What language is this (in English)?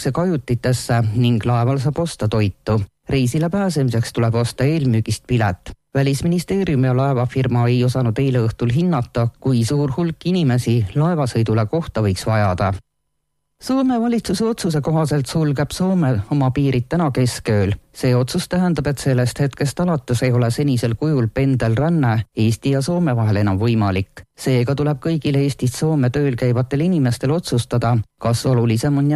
Estonian